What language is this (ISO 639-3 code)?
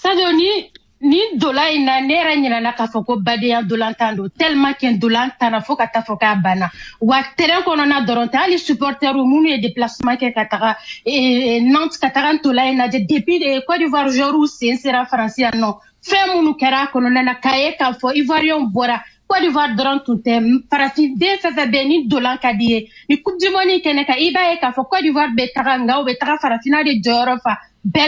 bam